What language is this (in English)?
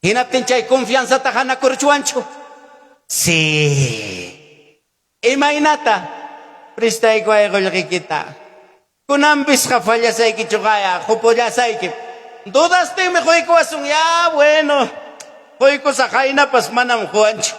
Ayacucho Quechua